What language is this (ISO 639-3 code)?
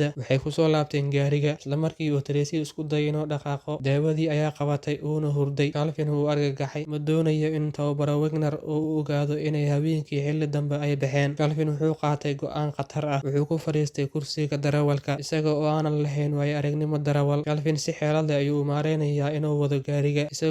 som